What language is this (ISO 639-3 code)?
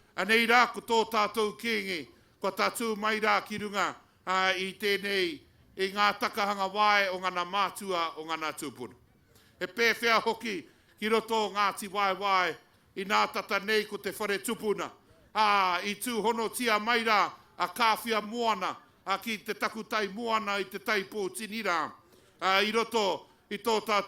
mri